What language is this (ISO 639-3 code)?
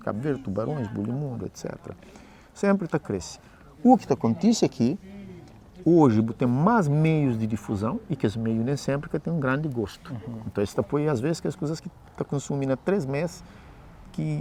kea